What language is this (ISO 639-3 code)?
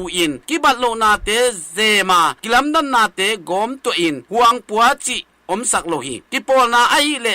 ctd